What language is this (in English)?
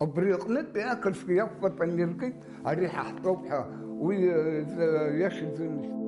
Abkhazian